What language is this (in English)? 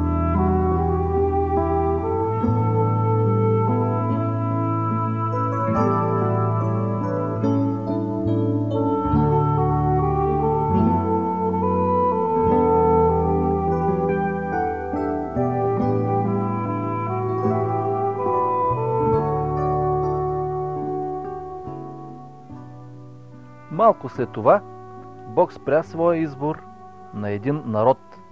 Bulgarian